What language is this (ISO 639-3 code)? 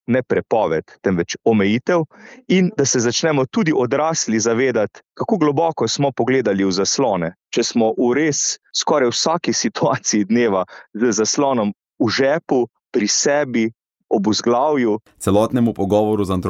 slv